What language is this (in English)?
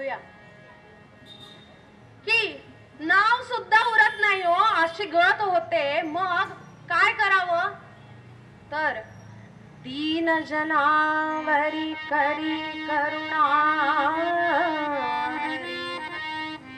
Marathi